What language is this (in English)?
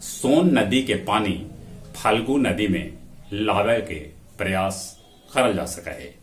Magahi